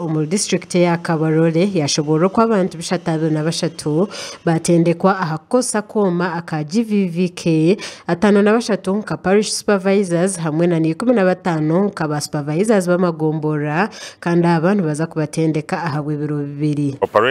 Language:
Nyankole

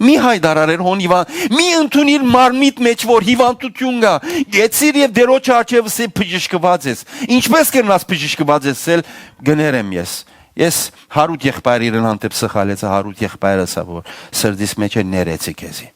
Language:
Western Armenian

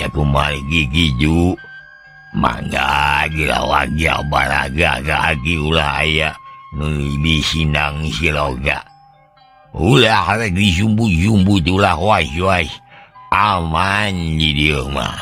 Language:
Sundanese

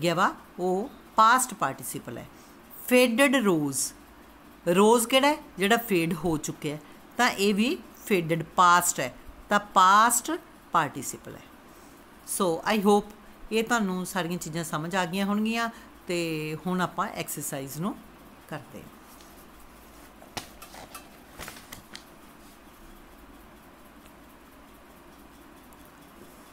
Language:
Punjabi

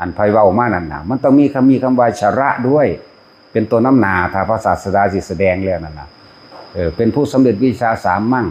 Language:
Northeastern Thai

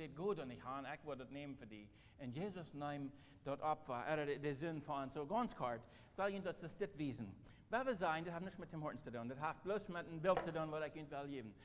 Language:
Plautdietsch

